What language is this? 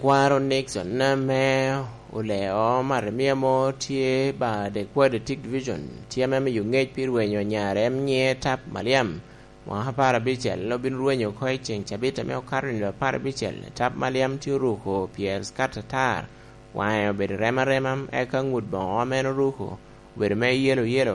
Lango (Uganda)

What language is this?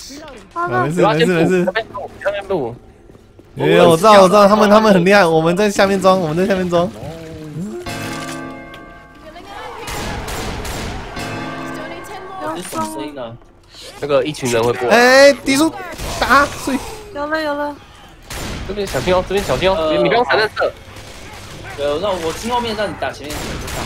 Chinese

